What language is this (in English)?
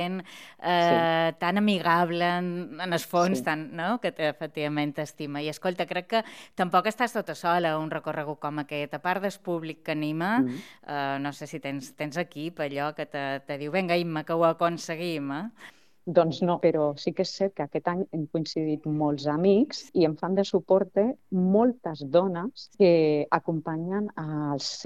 Catalan